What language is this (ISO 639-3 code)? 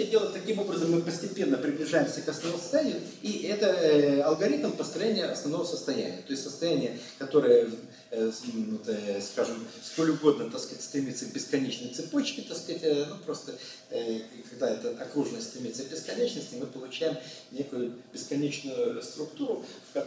rus